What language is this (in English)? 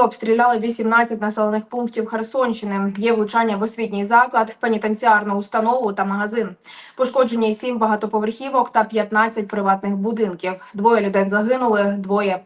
Ukrainian